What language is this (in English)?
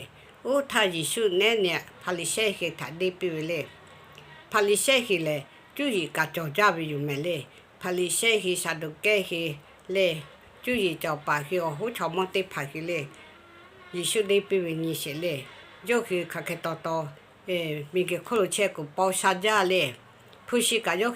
Lahu